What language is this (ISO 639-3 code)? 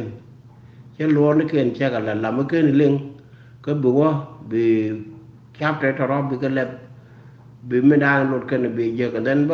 nus